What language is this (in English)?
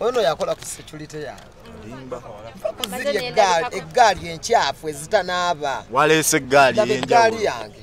Ganda